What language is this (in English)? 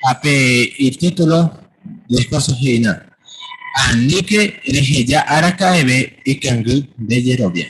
Guarani